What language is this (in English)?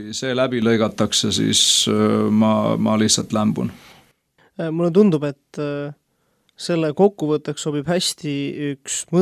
Estonian